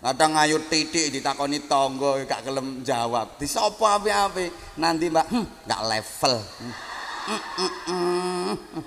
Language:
Javanese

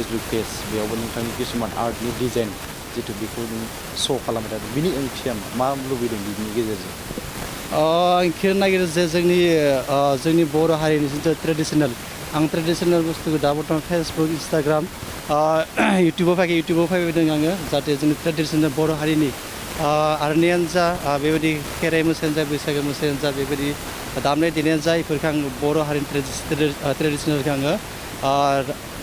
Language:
Bodo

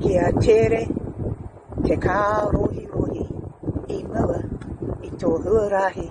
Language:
Māori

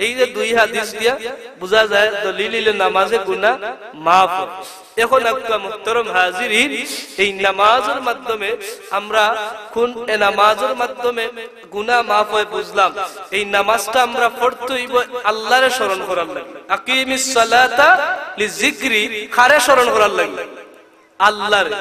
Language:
Sylheti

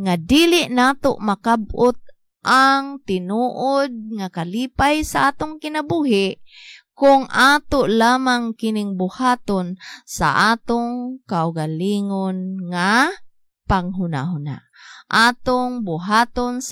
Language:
Cebuano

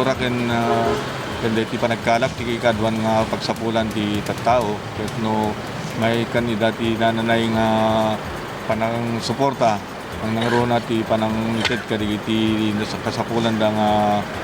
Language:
Iloko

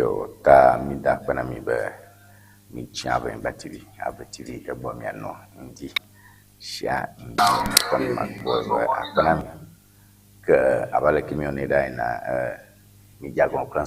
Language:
Ewe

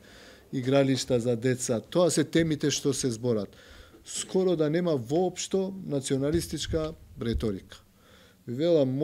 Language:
Macedonian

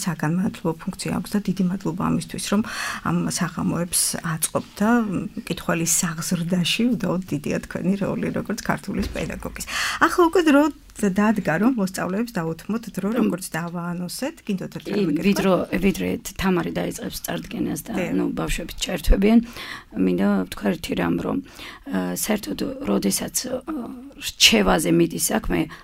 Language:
Georgian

